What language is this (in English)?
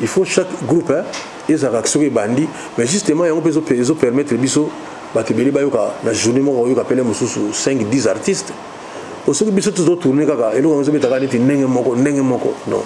Lingala